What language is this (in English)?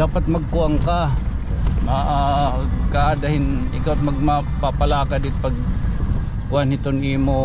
Waray